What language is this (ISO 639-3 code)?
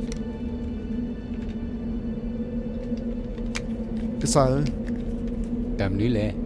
ksw